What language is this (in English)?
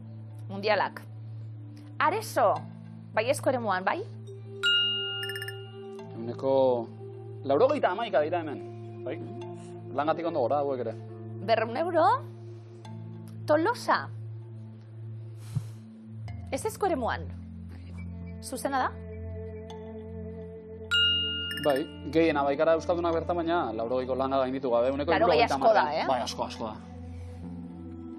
Basque